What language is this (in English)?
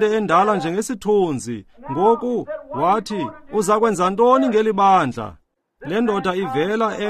Xhosa